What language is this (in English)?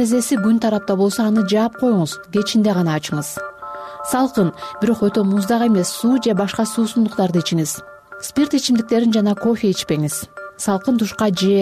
Kyrgyz